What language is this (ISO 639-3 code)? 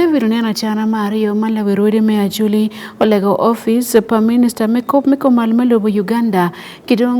ach